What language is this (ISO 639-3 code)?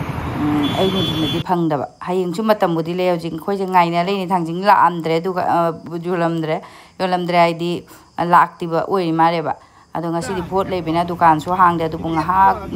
mni